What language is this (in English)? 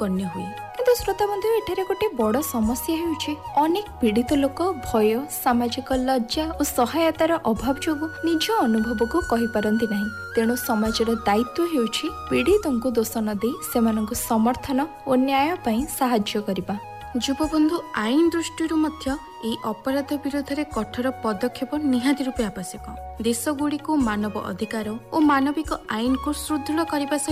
Odia